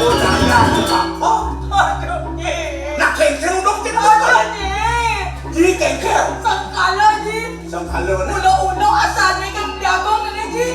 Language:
Balinese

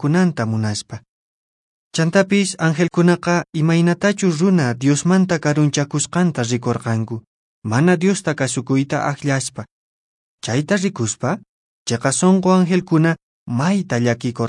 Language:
Quechua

